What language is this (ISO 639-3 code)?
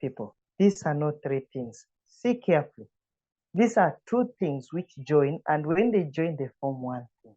eng